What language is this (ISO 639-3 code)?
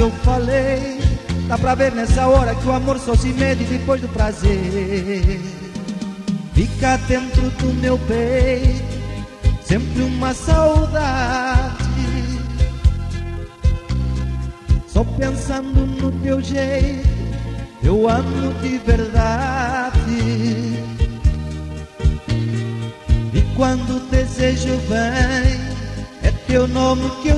por